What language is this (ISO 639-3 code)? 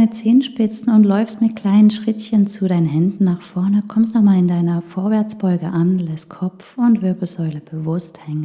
gsw